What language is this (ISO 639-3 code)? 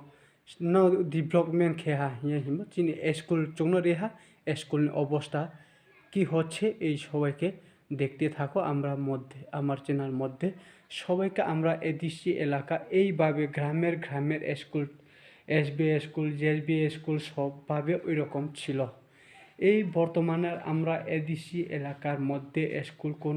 ria